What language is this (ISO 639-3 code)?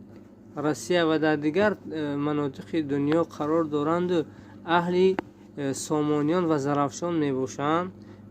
tgk